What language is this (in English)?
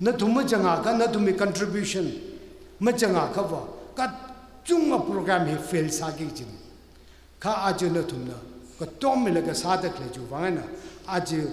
Tangkhul Naga (India)